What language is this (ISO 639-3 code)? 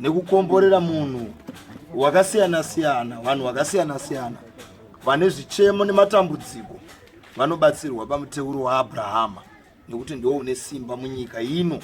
sna